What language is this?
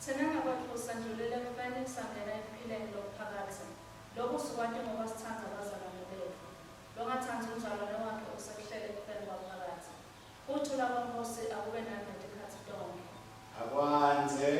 Swati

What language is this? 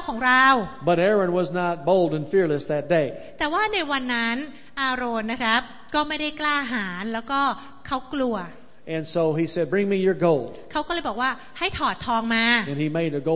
Thai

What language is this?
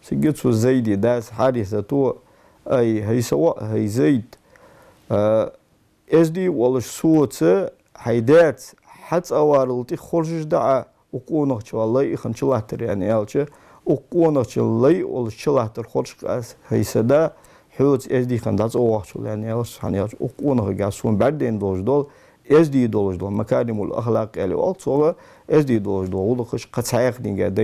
Ingush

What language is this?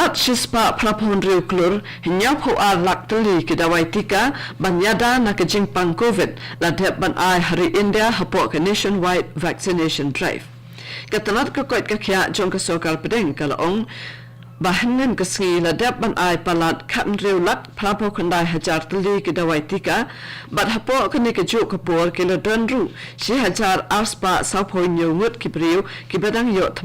Khasi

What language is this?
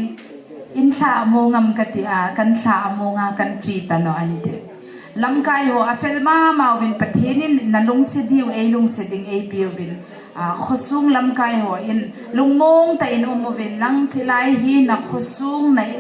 Hmar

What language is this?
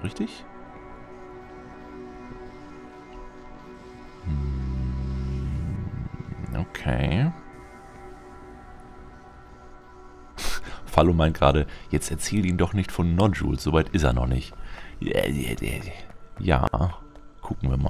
German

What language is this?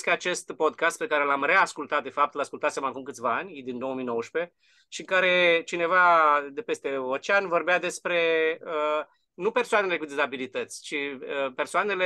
Romanian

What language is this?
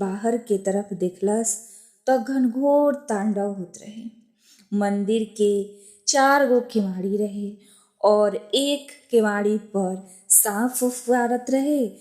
Bhojpuri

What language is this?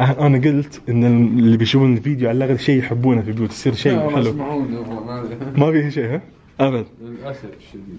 Najdi Arabic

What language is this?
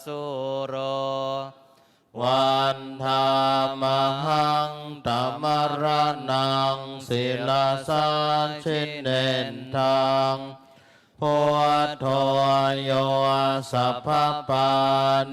Pali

